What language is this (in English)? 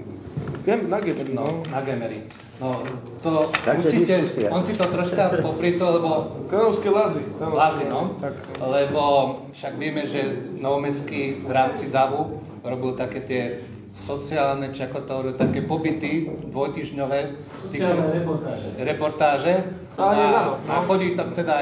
Slovak